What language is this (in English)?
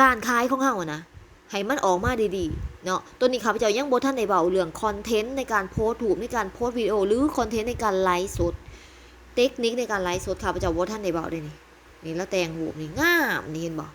Lao